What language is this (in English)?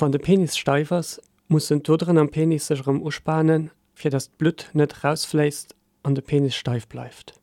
Luxembourgish